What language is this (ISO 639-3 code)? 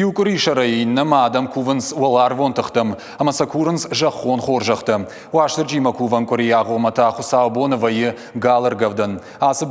oss